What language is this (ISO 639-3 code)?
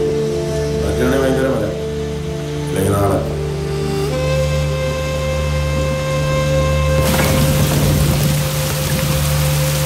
mal